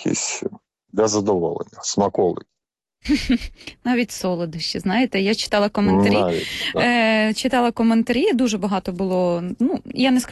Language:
Ukrainian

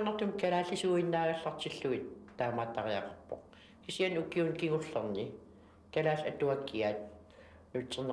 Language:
Kalaallisut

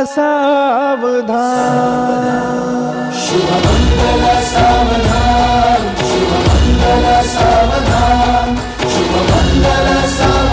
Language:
Marathi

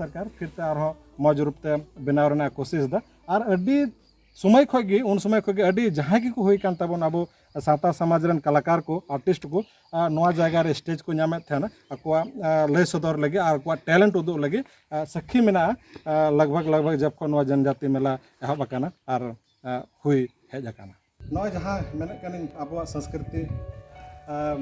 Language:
Santali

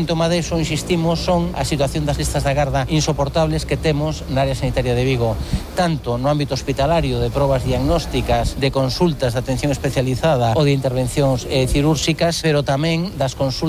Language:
Galician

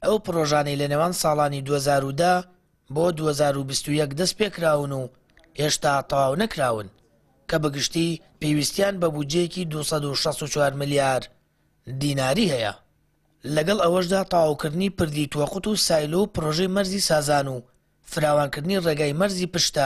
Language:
Central Kurdish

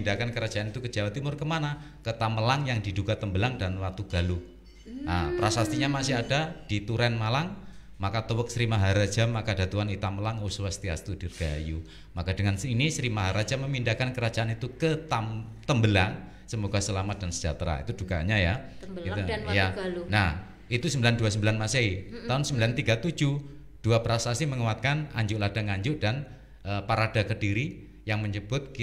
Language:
Indonesian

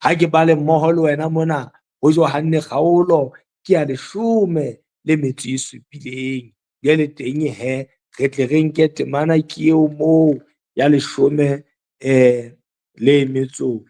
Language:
Southern Sotho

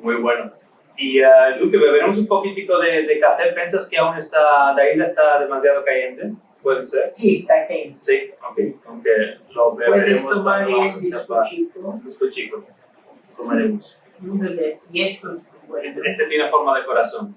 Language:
Ladino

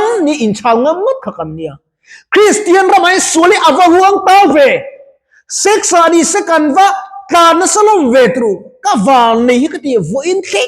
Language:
Mizo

